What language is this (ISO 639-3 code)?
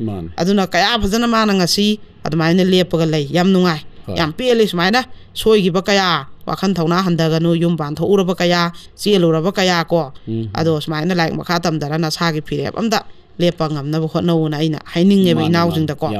mni